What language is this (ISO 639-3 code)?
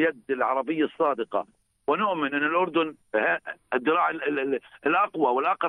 apc